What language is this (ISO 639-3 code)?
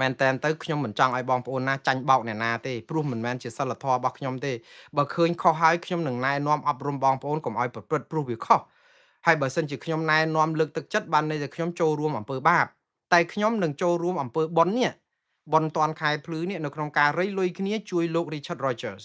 khm